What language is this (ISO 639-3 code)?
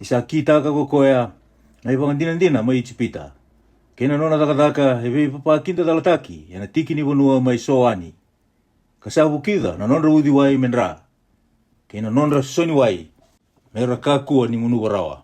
fij